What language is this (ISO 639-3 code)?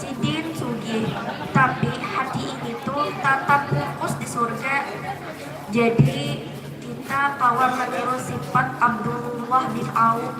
bjn